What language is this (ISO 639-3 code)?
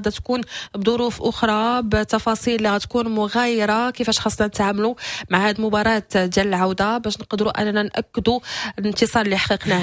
ary